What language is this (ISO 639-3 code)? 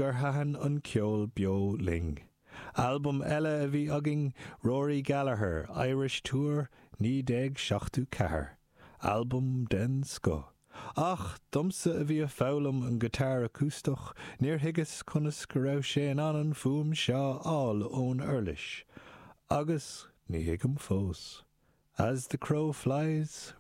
gle